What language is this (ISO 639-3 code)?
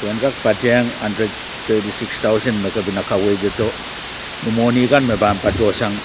pon